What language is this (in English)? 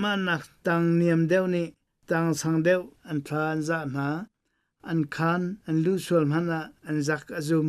Hakha Chin